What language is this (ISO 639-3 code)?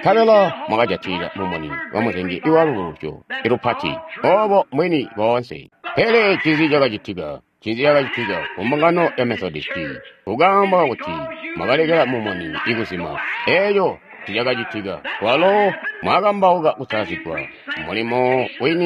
toi